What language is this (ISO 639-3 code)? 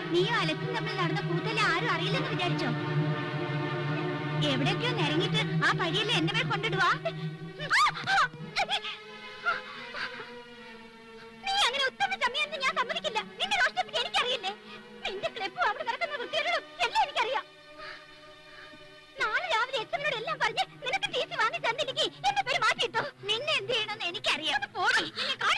mal